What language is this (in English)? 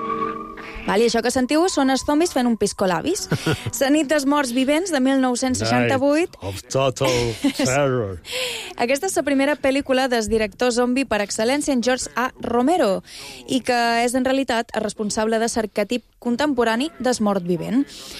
Catalan